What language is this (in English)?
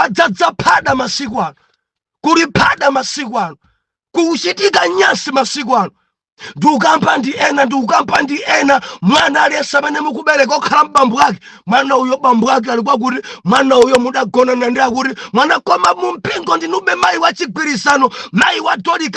Nyanja